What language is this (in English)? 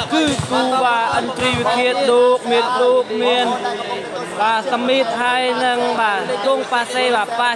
Khmer